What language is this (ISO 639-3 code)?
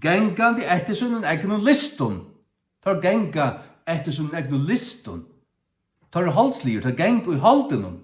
fao